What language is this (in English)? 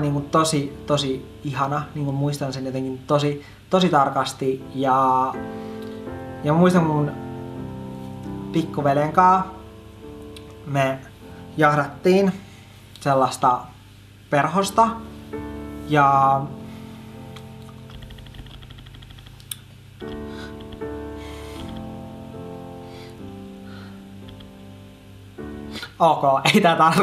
Finnish